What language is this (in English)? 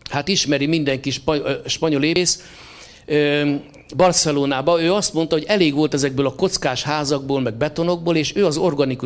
Hungarian